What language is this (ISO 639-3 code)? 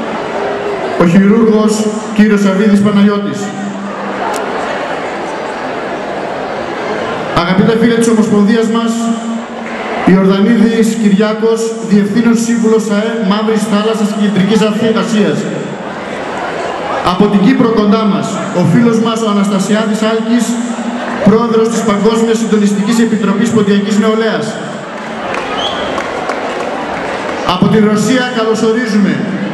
ell